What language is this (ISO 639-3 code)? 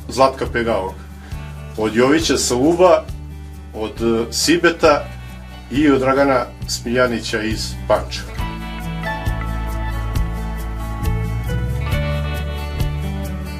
srp